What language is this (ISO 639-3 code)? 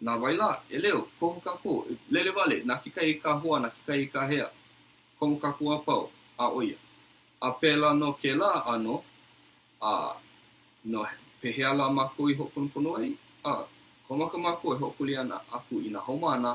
haw